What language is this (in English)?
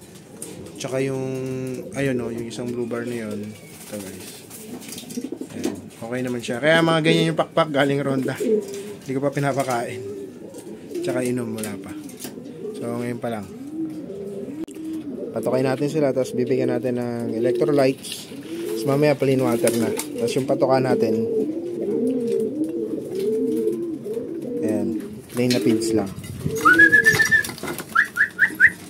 Filipino